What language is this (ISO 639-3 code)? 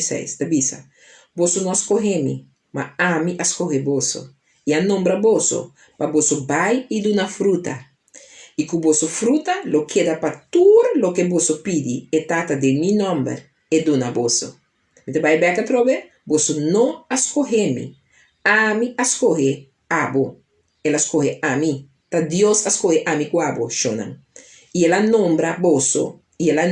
pap